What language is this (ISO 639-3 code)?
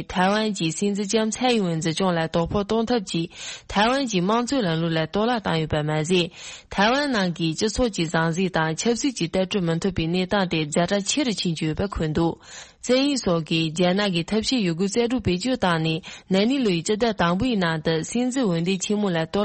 bod